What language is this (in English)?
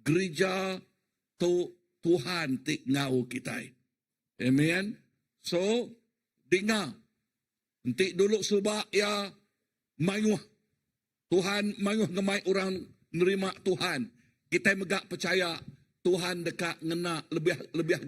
Iban